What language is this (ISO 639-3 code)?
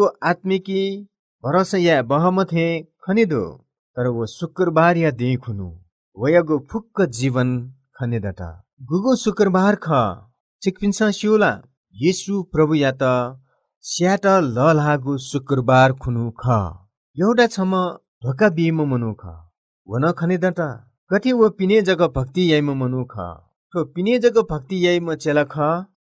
new